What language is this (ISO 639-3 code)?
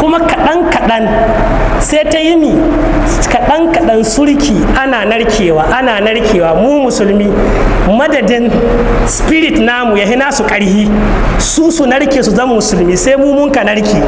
hau